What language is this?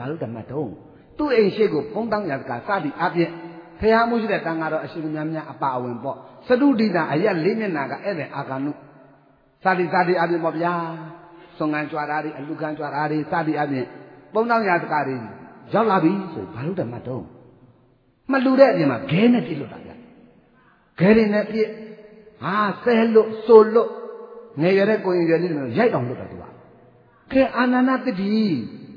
Burmese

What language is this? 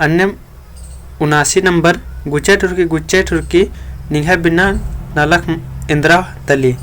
Kurukh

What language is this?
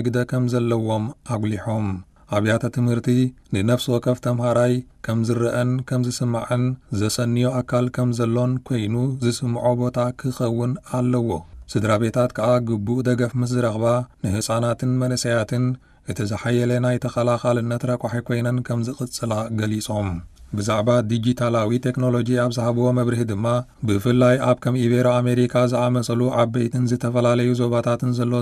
Tigrinya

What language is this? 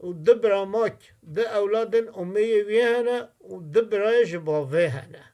Kurdish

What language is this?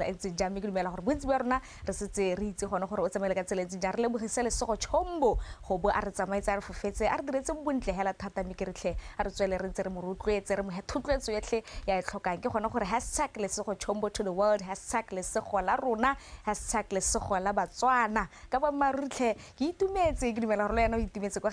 Tswana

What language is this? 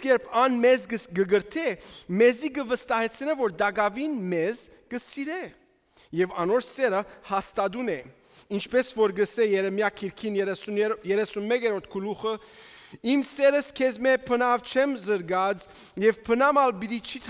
Western Armenian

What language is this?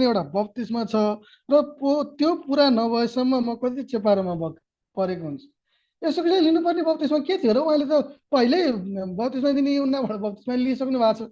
Nepali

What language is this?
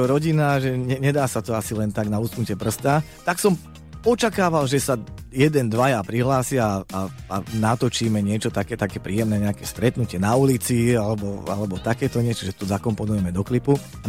Slovak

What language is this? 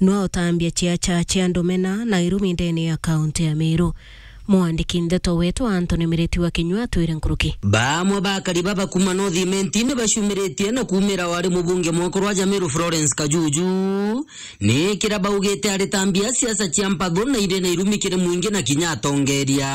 Meru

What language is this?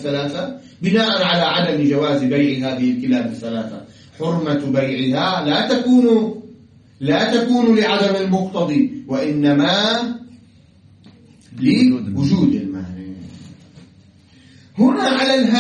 Arabic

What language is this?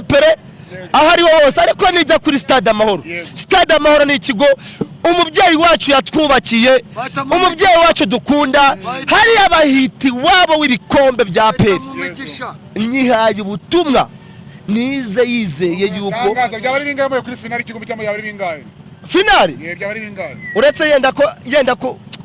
Kinyarwanda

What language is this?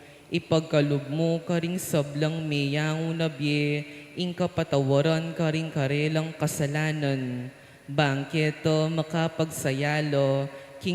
Pampanga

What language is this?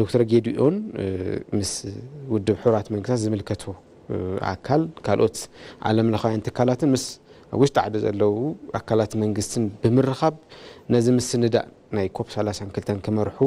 Tigrinya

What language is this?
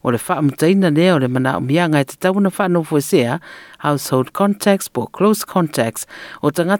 Samoan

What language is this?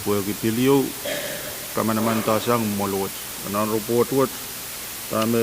Pohnpeian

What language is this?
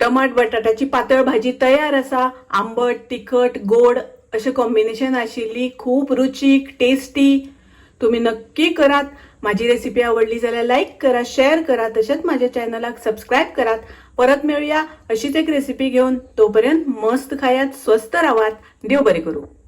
Konkani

